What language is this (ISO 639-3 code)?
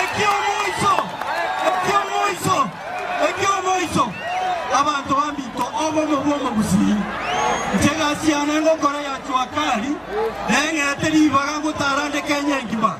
guz